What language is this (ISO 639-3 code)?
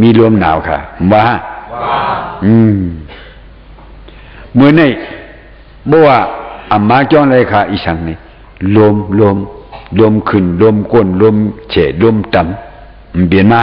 shn